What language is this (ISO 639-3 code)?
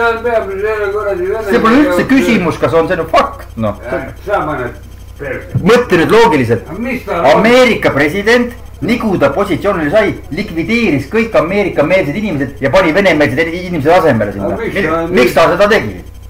est